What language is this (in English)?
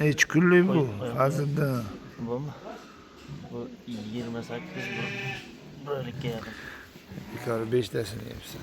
Uzbek